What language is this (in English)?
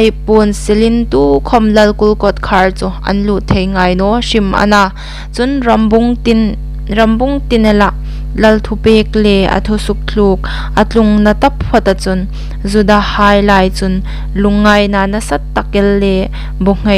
Hmar